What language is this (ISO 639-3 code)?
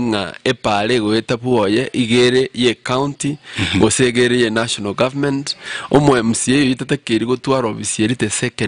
guz